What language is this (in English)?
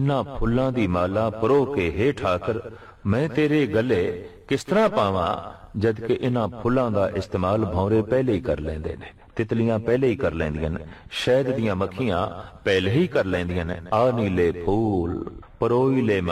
Punjabi